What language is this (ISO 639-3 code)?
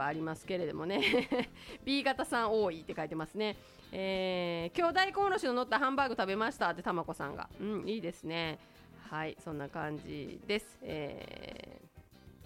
jpn